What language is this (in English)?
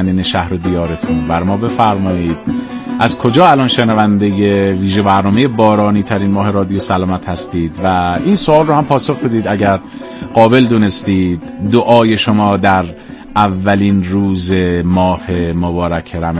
Persian